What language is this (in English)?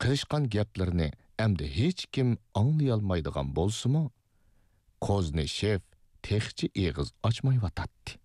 Uyghur